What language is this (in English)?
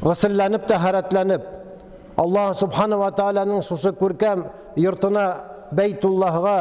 Tatar